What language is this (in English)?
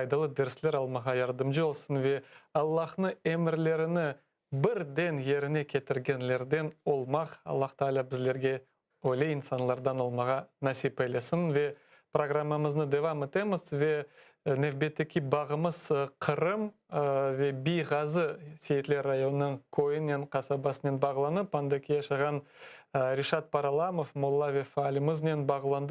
Crimean Tatar